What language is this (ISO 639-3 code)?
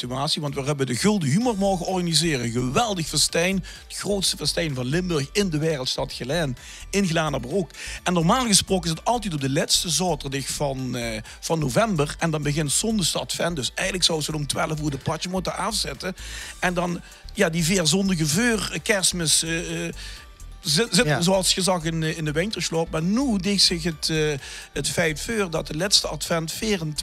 lim